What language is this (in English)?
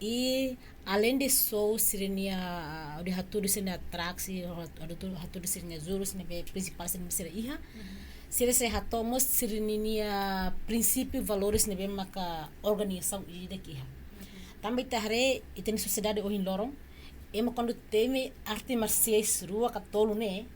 Tetum